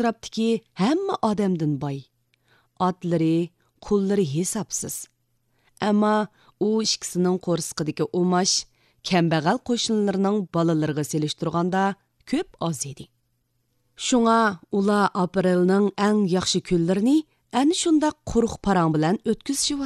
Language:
Uyghur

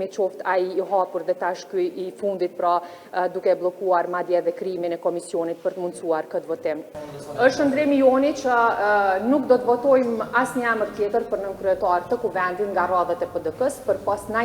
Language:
Albanian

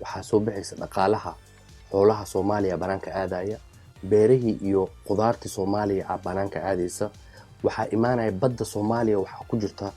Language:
Somali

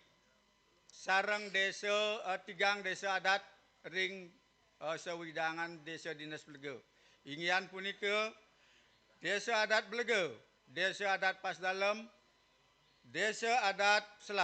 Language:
Balinese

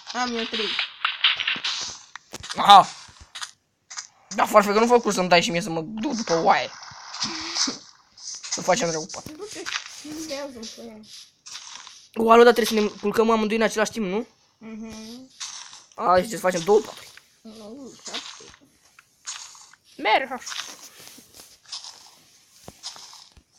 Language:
Romanian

